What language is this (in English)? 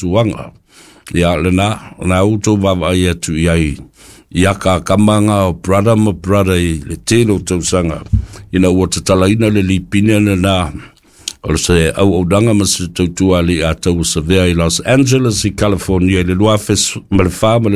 Samoan